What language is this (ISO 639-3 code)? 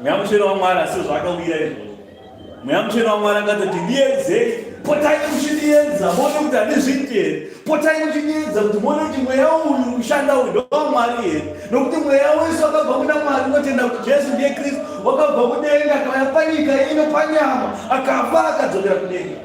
sna